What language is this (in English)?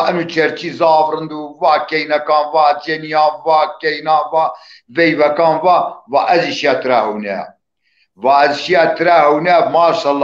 Zaza